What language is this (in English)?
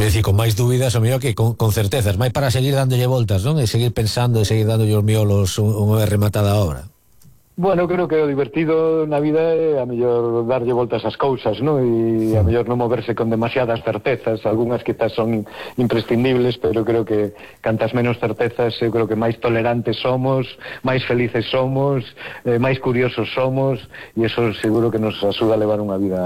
Galician